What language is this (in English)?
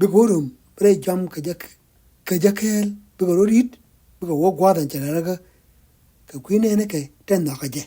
Nuer